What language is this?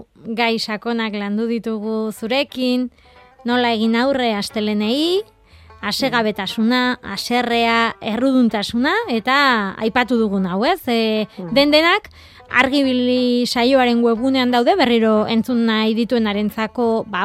Basque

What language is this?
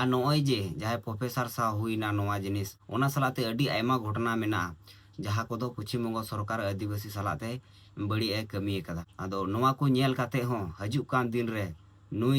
Santali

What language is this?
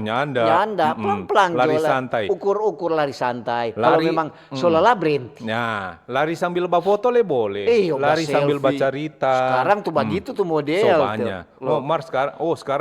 Manado Malay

